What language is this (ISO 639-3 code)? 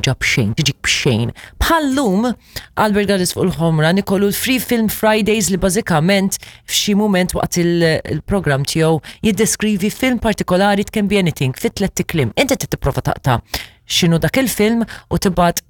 mlt